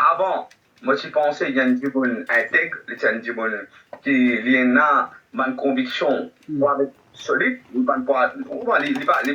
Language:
Morisyen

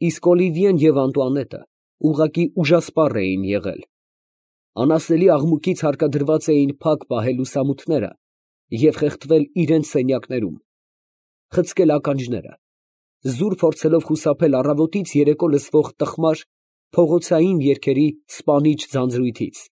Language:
Armenian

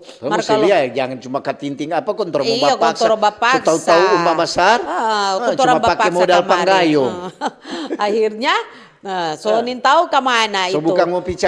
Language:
Manado Malay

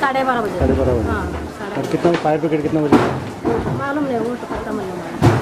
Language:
Konkani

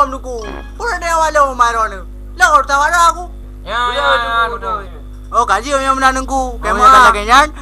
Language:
Achinese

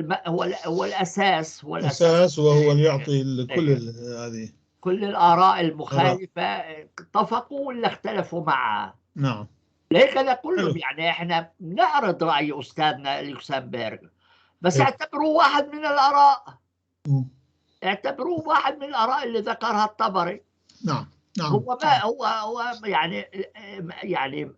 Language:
North Levantine Arabic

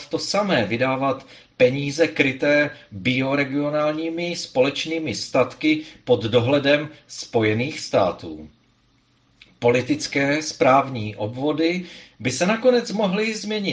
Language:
Czech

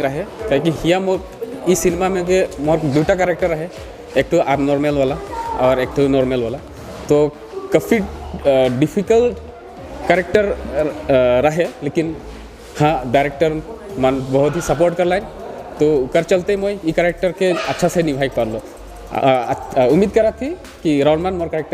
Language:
Sadri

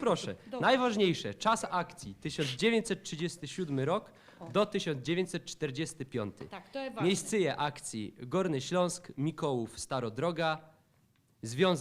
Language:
Silesian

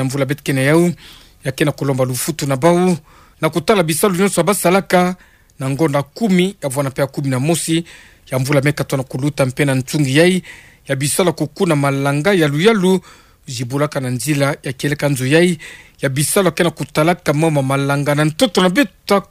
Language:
Kituba (Democratic Republic of Congo)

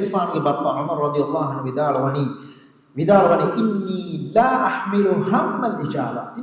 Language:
Divehi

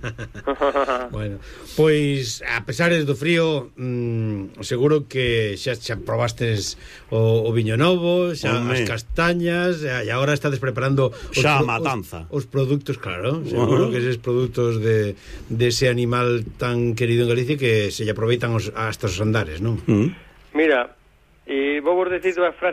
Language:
Galician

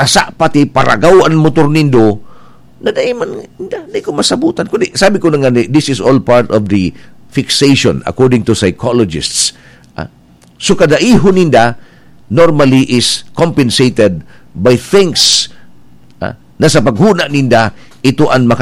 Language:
Bikol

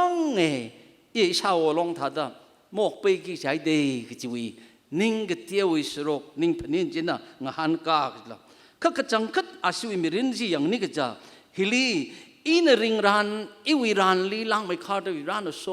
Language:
Tangkhul Naga (India)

